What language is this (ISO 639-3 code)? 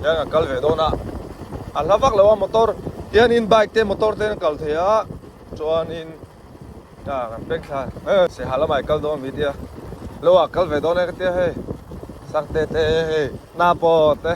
lus